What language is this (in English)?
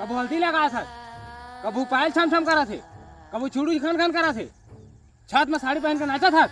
Chhattisgarhi